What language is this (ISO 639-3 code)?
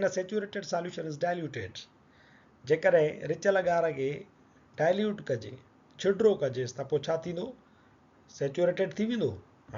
snd